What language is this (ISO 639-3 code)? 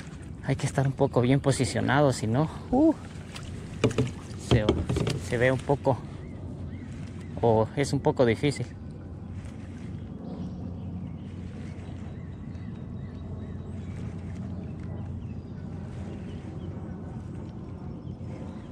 spa